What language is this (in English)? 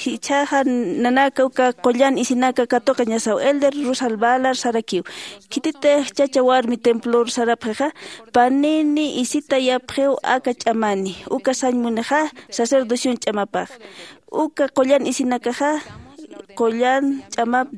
Aymara